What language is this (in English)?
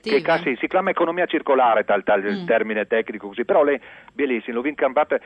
Friulian